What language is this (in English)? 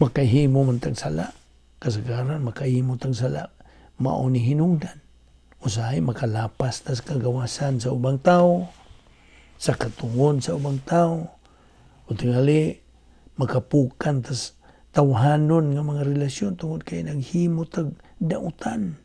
Cebuano